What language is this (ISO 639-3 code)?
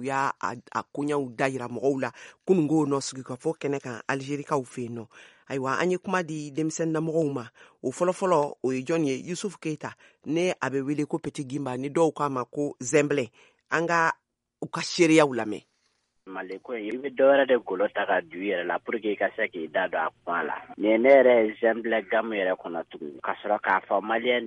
bam